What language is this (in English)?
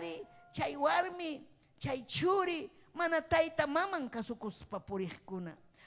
Ayacucho Quechua